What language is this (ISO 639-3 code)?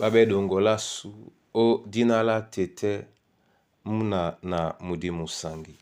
dua